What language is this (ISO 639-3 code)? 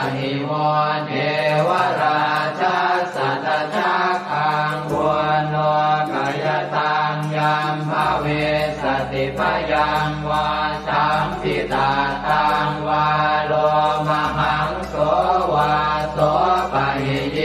pli